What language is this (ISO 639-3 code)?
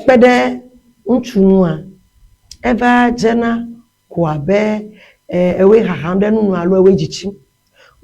ewe